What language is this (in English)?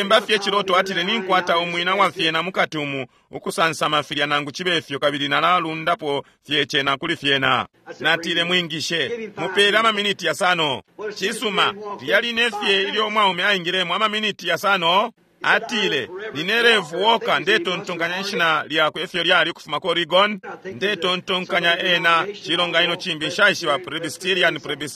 Bemba